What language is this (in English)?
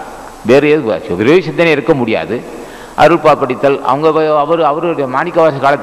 Tamil